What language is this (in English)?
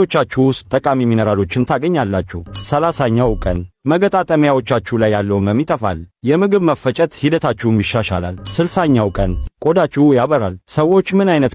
Amharic